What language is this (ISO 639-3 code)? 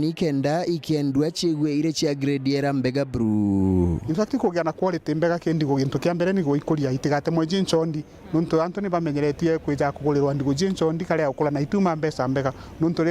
mer